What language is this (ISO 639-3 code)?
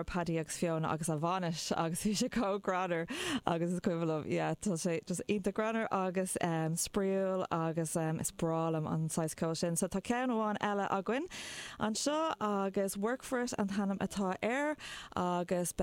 gle